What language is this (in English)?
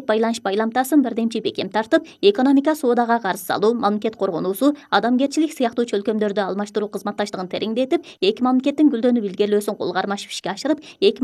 Kyrgyz